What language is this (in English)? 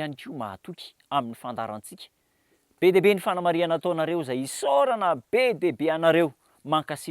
Malagasy